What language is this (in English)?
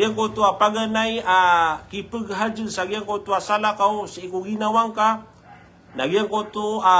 Maranao